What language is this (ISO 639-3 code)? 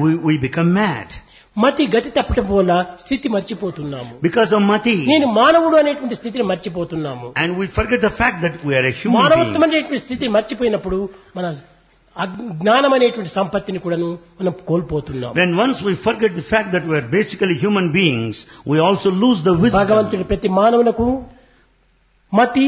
tel